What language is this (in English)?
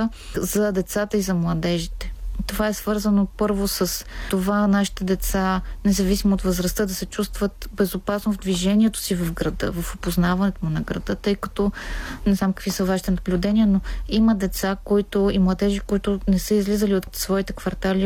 Bulgarian